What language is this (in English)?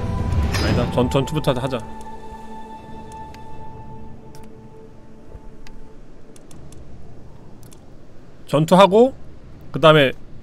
Korean